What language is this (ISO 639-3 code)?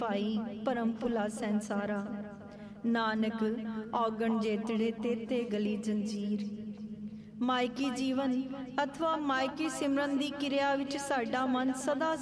pan